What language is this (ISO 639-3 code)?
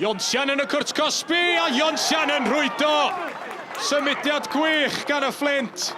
cym